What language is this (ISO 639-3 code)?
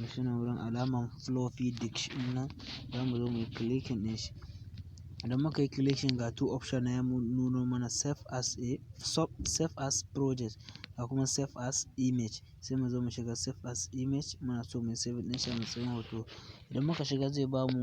hau